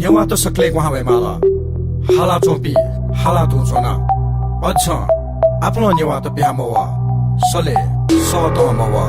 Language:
Newari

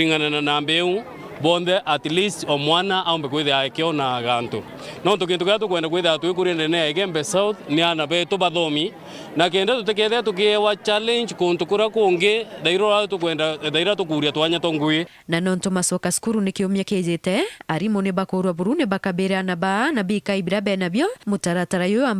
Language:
Meru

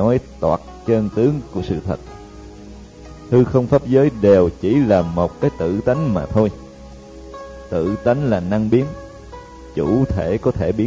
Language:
Vietnamese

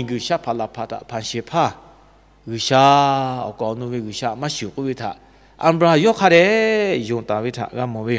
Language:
Lahu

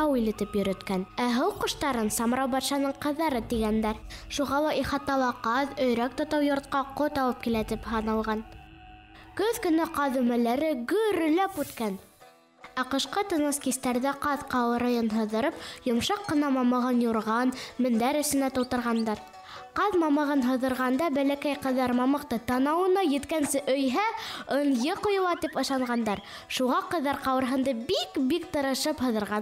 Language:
Bashkir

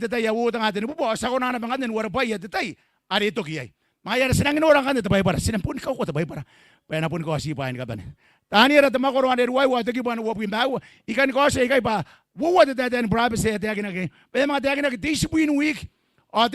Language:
Gilbertese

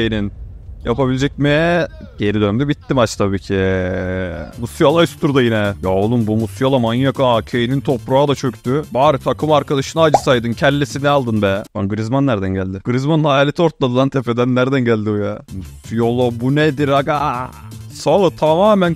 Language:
Turkish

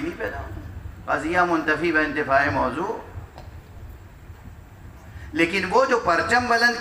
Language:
Urdu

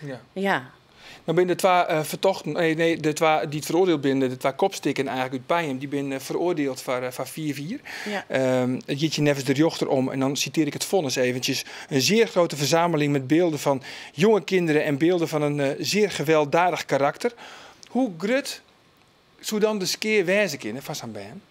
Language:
Western Frisian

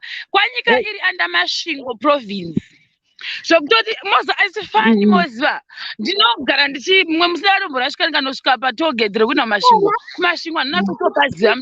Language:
Shona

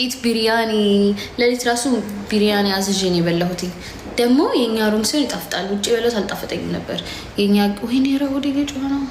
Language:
Amharic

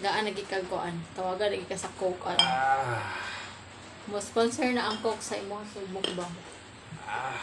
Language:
Cebuano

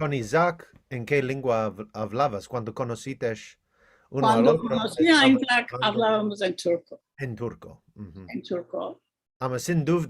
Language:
Ladino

